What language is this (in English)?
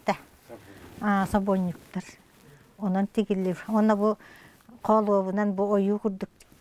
Yakut